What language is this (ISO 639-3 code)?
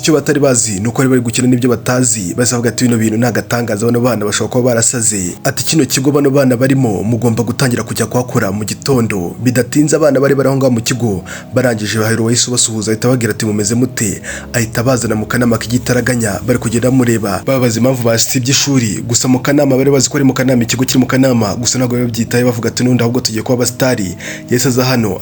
kin